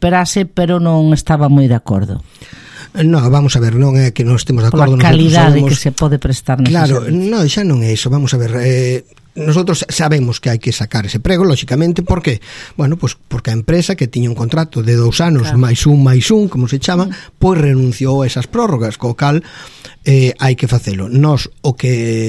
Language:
Galician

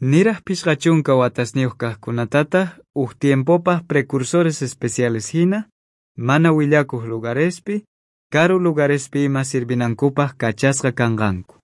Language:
South Bolivian Quechua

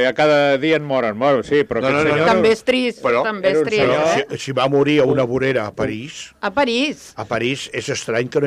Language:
Catalan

